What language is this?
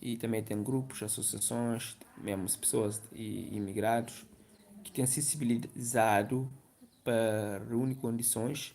Kabuverdianu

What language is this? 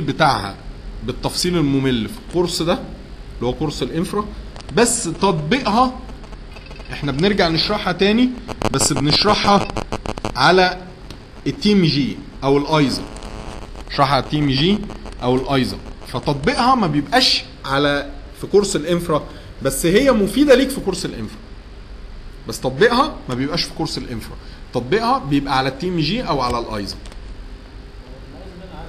Egyptian Arabic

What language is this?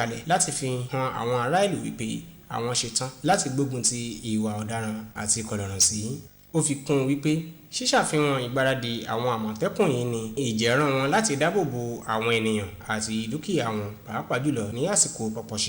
Yoruba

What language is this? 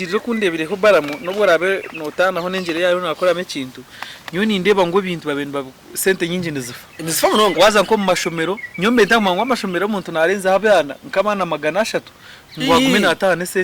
Nyankole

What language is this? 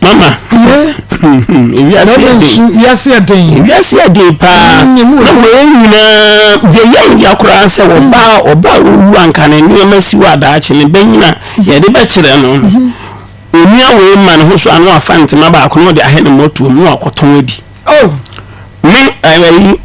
Akan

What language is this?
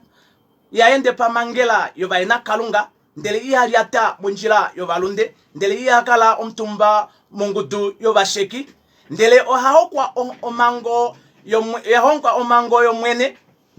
Kuanyama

